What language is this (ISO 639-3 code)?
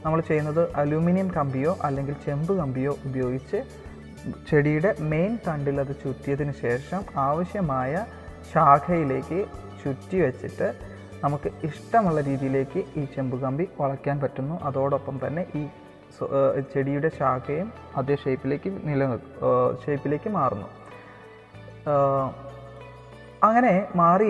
mal